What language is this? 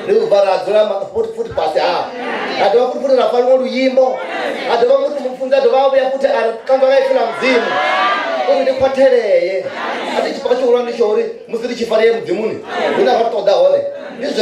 Venda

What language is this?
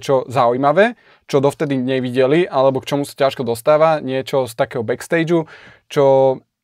Slovak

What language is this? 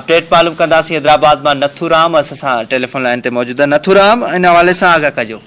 Sindhi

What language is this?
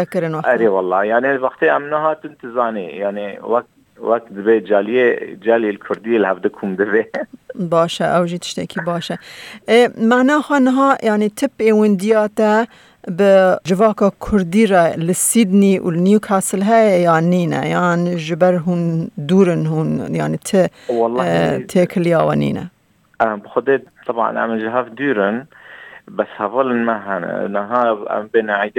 Kurdish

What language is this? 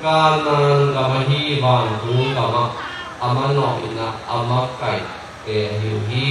Tedim Chin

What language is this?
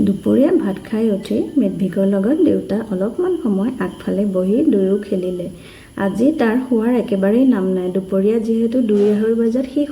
Assamese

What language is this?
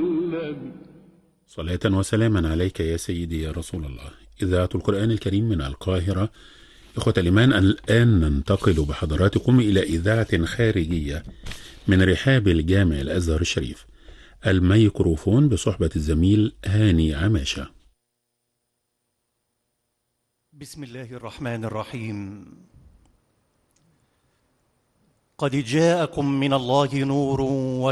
Arabic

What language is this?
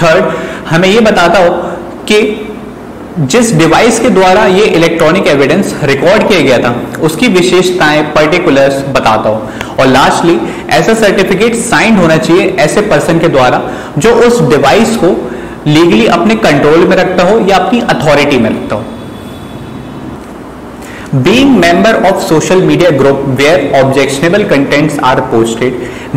Hindi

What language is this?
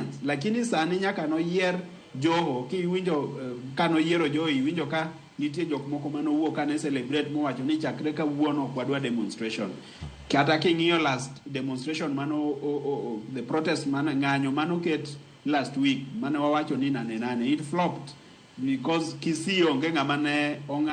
Luo (Kenya and Tanzania)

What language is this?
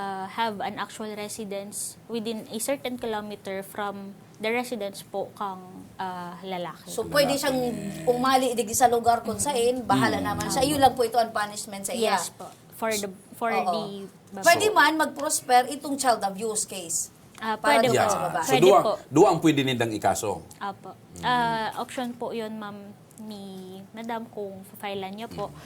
Bikol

